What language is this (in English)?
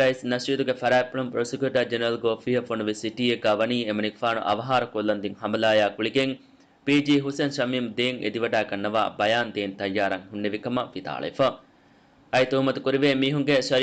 Divehi